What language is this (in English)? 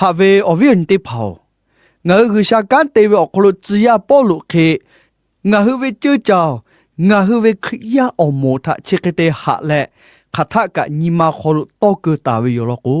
Lahu